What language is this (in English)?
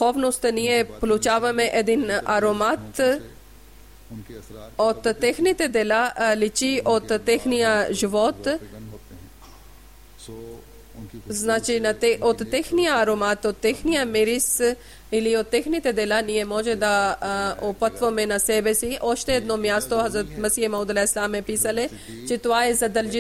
Bulgarian